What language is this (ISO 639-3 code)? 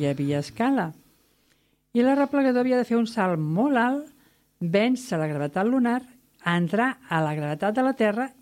cat